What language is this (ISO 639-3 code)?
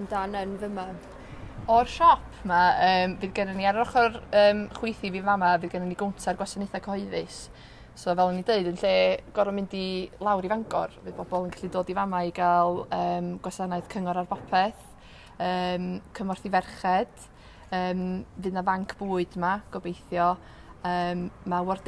cym